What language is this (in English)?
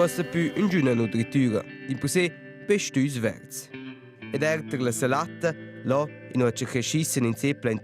Romansh